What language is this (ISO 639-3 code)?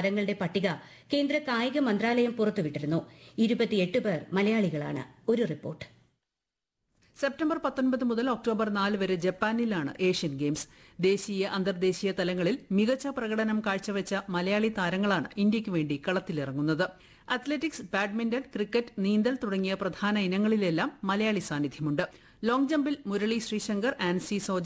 mal